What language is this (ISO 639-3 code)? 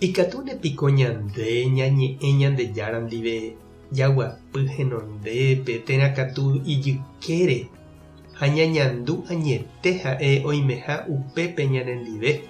grn